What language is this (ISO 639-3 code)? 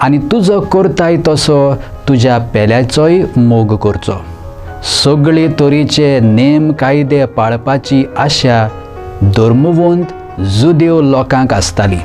kok